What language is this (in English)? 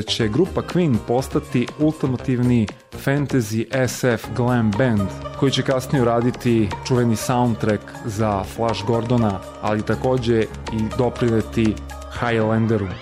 Serbian